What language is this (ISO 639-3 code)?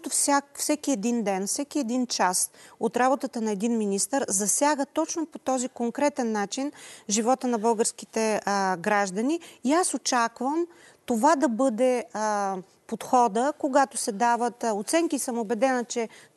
bul